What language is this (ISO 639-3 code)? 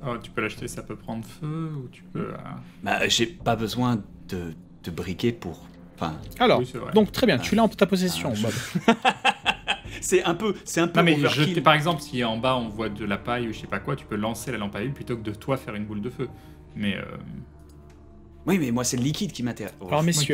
fra